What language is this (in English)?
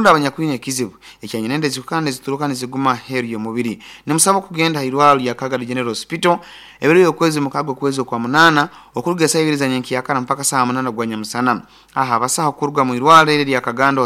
Nyoro